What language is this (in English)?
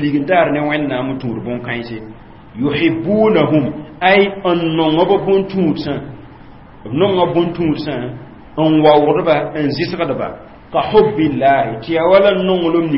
Mossi